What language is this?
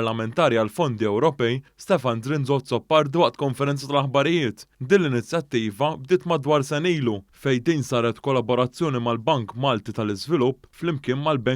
Maltese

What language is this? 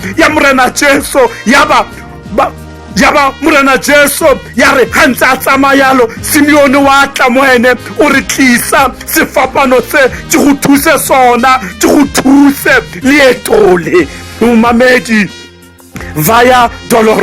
Tswana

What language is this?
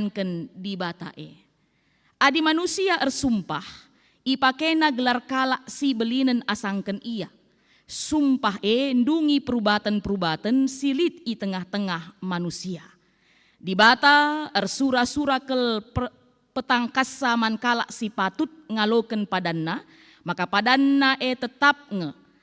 Batak Karo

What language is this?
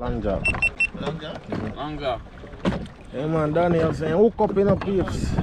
Jamaican Creole English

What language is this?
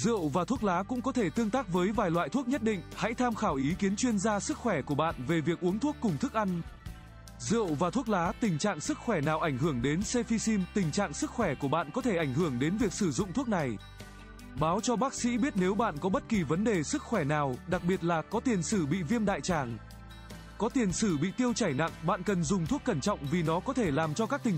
Vietnamese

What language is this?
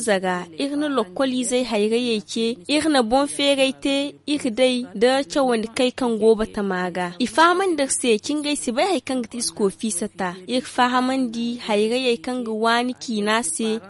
Zarma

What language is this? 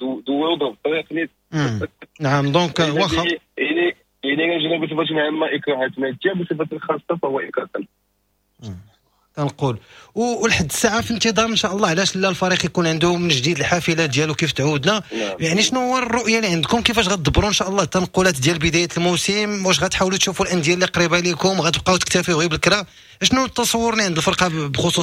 Moroccan Arabic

